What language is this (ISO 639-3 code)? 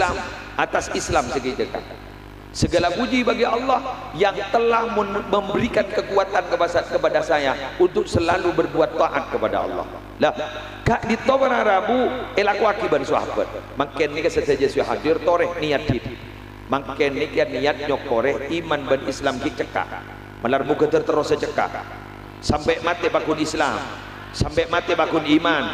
mad